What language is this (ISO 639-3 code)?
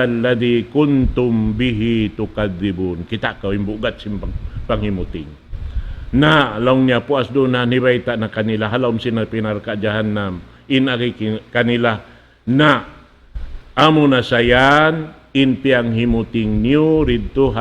tsg